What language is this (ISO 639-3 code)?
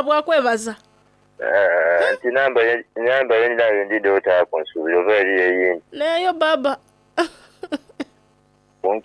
xog